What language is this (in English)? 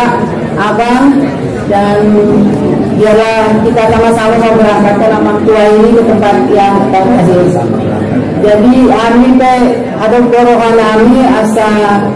Batak Angkola